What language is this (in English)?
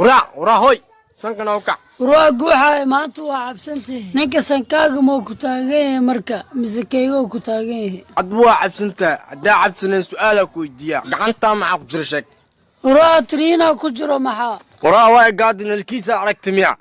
Somali